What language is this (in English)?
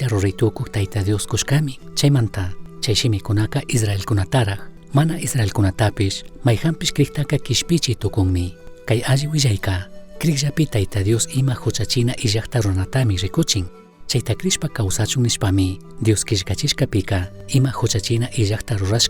Chimborazo Highland Quichua